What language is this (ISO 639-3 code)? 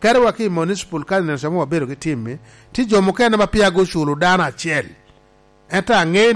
laj